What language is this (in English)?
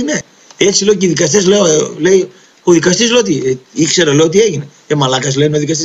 Greek